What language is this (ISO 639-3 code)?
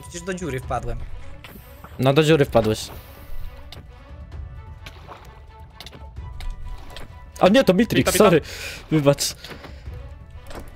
pol